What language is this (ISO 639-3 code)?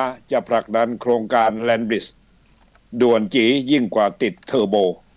tha